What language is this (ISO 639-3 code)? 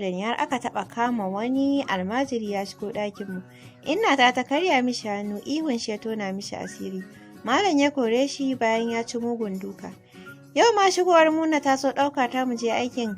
hau